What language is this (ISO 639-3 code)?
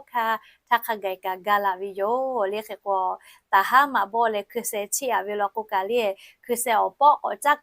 lhu